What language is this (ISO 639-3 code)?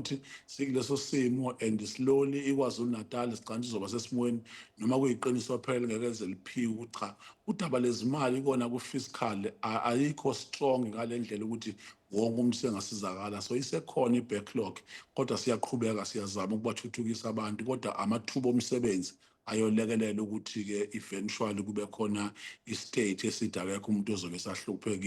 zul